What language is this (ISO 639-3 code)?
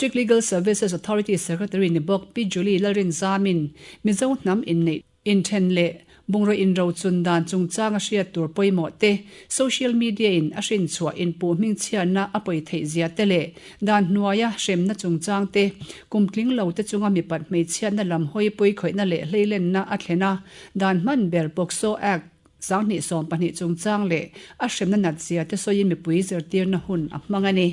lus